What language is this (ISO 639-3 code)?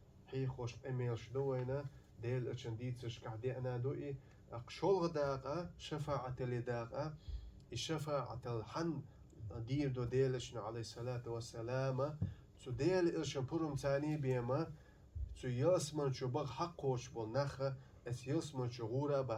che